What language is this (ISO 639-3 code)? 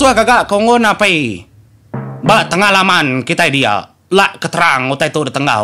iba